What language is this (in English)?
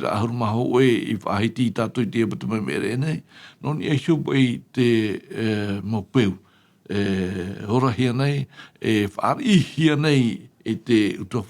Tahitian